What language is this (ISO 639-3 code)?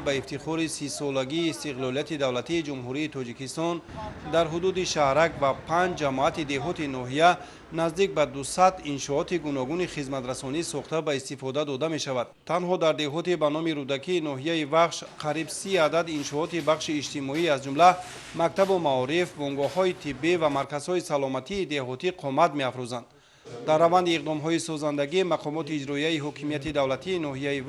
tgk